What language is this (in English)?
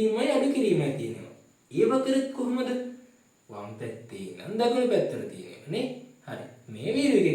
Sinhala